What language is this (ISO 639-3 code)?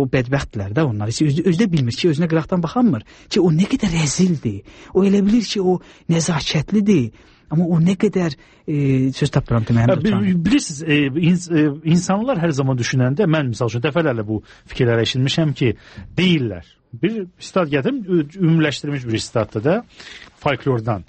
aze